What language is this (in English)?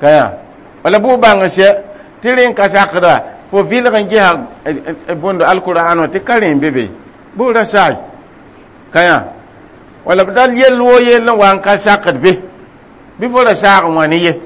Mossi